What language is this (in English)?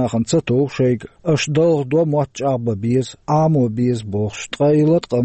Chechen